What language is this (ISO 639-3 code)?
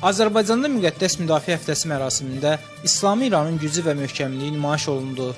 aze